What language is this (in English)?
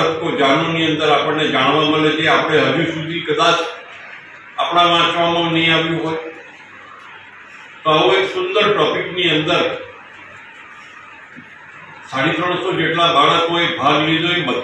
Gujarati